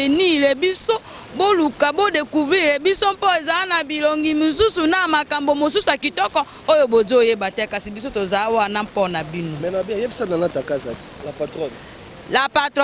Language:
Lingala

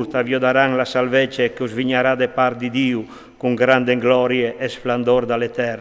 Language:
Friulian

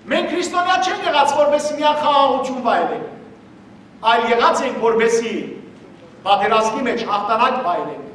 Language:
Western Armenian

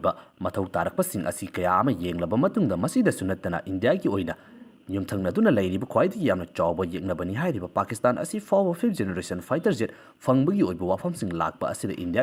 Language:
Manipuri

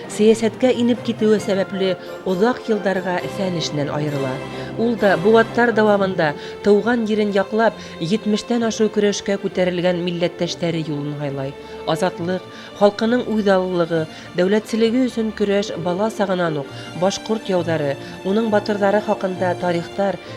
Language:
Bashkir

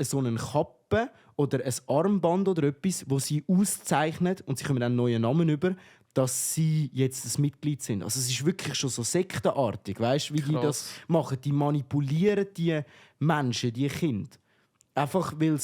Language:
Swiss German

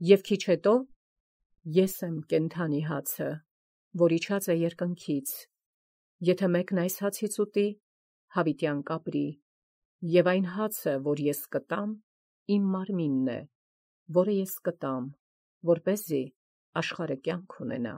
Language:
Armenian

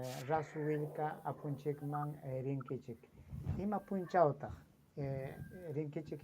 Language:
Ayacucho Quechua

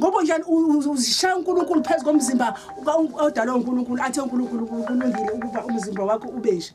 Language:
Zulu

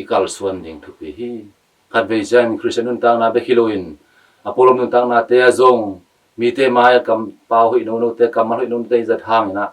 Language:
Tedim Chin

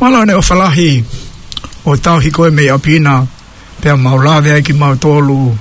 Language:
Tongan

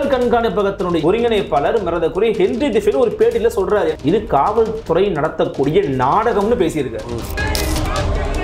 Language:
Tamil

